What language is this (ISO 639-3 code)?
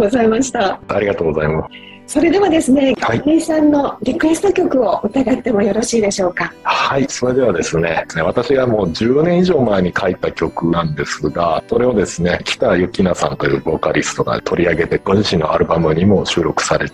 jpn